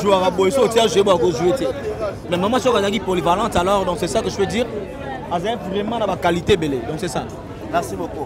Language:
Lingala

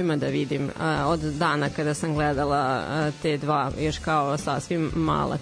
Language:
Serbian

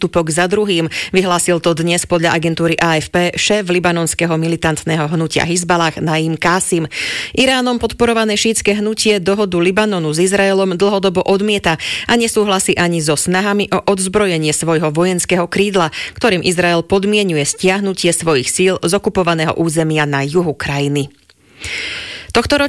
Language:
Slovak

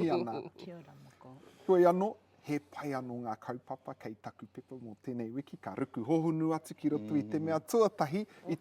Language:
Māori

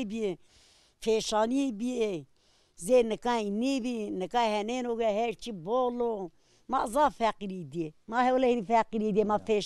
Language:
Zaza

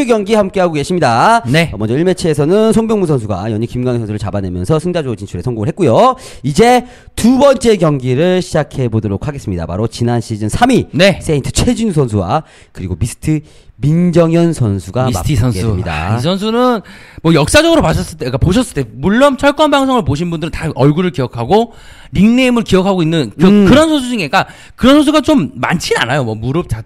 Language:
Korean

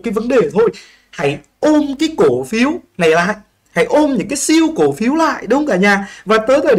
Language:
Vietnamese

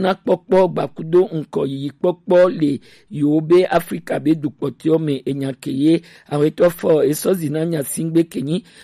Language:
Gen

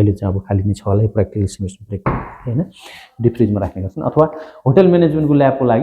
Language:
Nepali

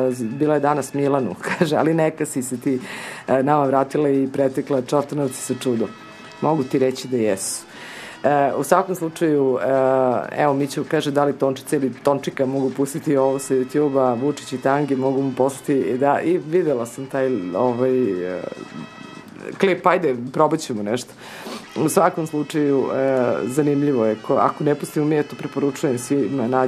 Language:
Serbian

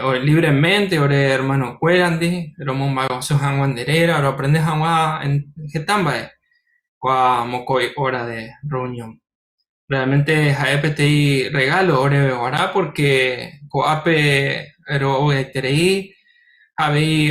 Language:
Guarani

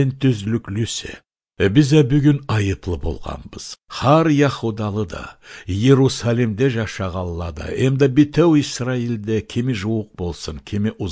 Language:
Karachay-Balkar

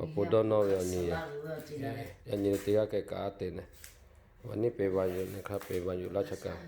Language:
Lahu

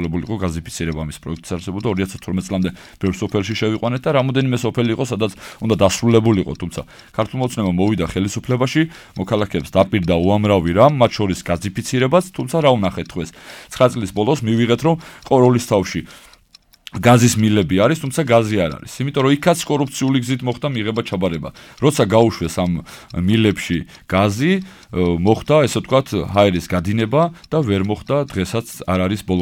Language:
Georgian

